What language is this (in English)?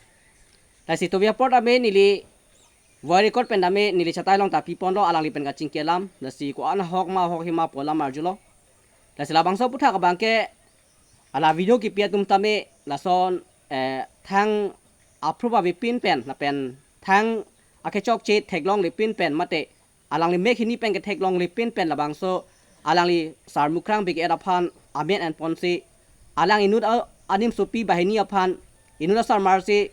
Karbi